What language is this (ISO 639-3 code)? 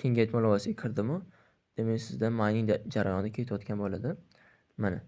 uzb